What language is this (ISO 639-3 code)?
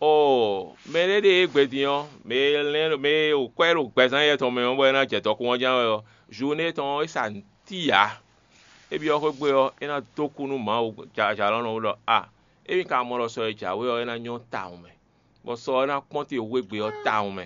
fon